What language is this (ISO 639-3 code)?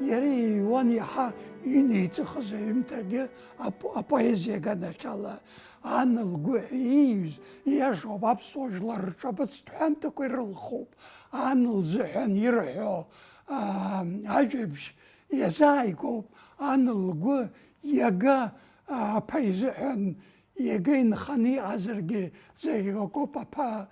abk